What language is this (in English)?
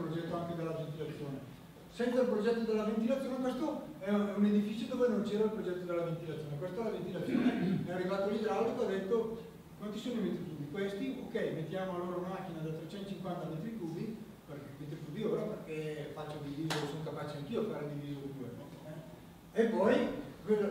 Italian